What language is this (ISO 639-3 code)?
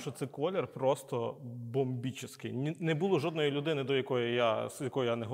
ukr